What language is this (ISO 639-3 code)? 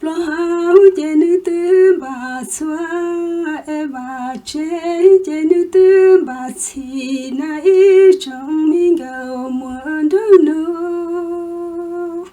hmn